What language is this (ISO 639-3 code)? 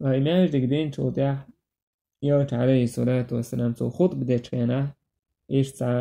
che